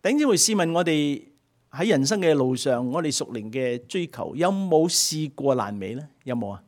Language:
Cantonese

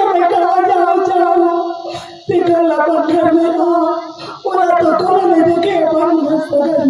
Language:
Chhattisgarhi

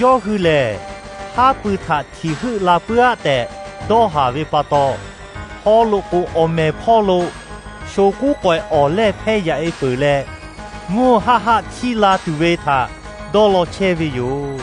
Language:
Lahu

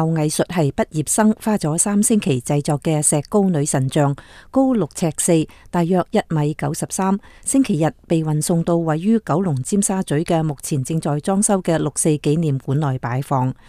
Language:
Cantonese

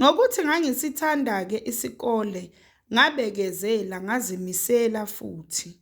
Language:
Zulu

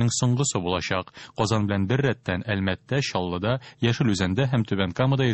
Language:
Tatar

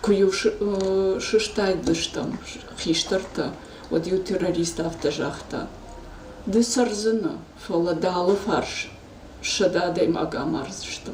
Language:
Ossetic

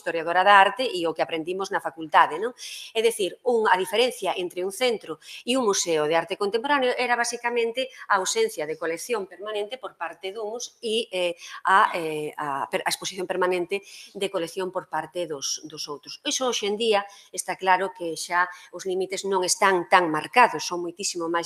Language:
Galician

